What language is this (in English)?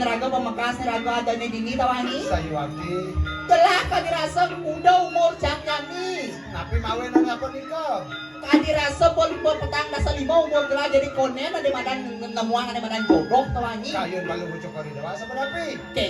Balinese